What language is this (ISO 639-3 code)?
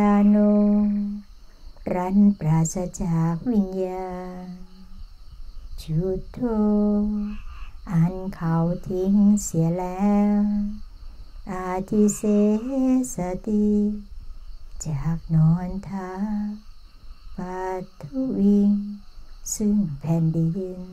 tha